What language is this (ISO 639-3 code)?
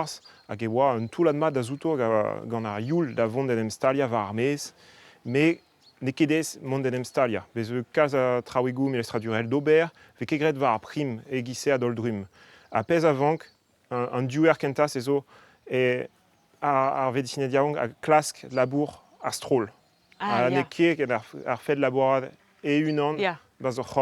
bre